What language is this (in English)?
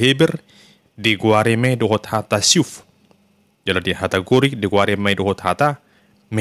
Batak Toba